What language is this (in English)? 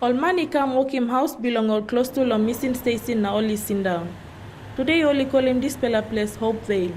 Tok Pisin